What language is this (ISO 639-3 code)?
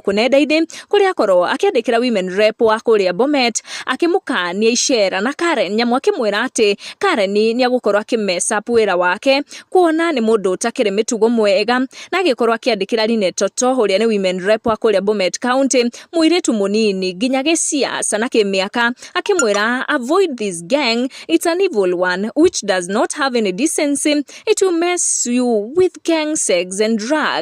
kik